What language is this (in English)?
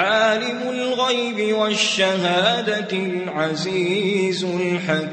Maranao